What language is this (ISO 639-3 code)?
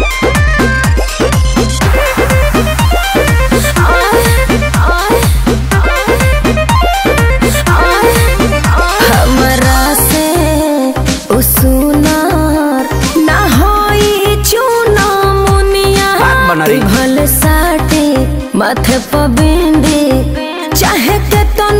bho